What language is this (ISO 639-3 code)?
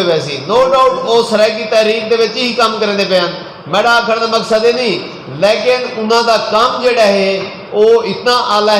skr